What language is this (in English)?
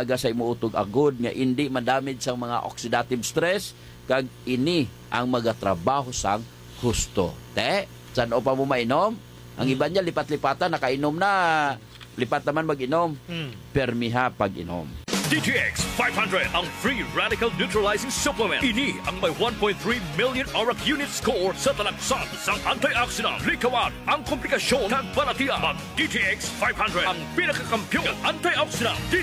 Hiligaynon